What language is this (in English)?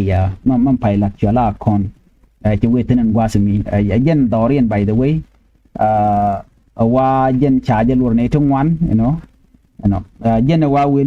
Nuer